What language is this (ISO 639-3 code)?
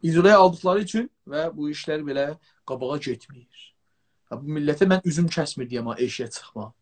azb